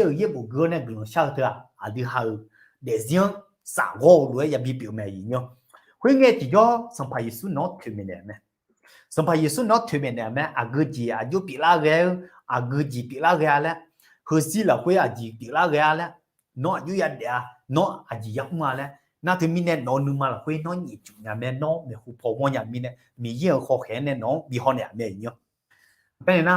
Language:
Akha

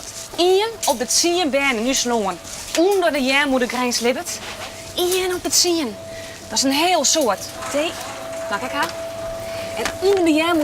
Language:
Western Frisian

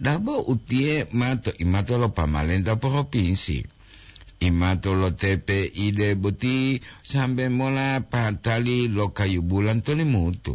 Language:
Gorontalo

